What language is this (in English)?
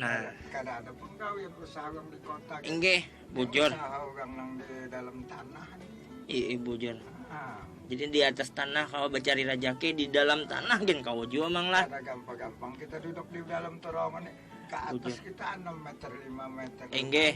Banjar